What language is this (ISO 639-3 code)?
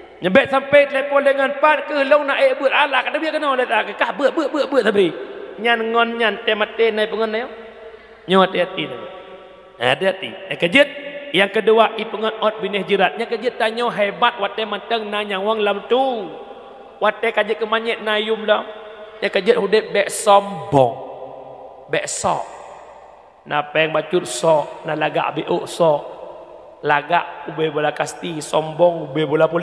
ace